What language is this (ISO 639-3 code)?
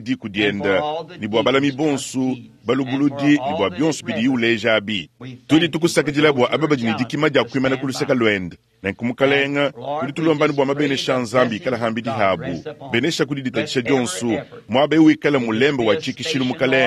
lua